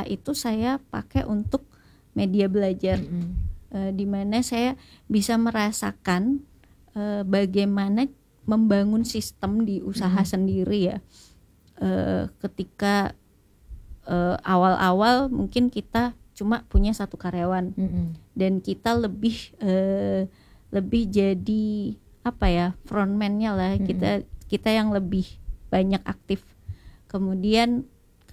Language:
Indonesian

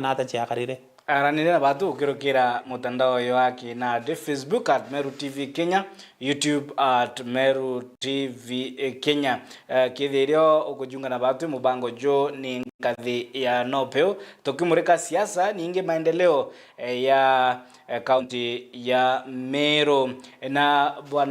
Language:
Meru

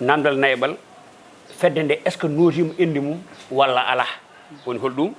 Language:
Fula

